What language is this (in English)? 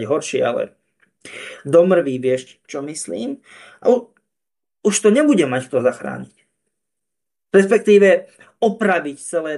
Slovak